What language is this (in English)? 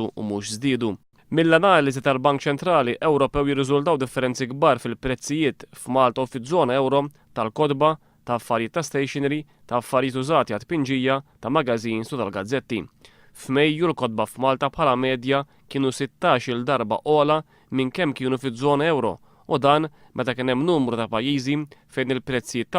Maltese